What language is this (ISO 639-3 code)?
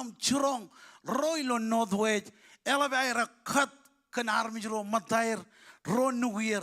mah